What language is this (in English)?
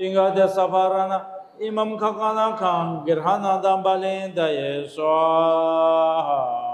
Tibetan